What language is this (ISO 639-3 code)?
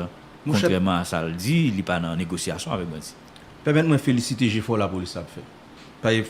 hat